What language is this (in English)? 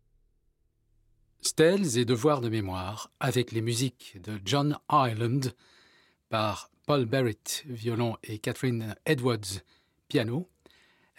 French